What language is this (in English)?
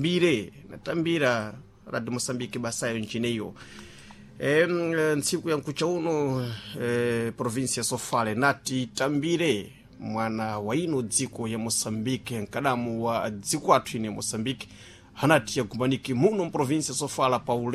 Sena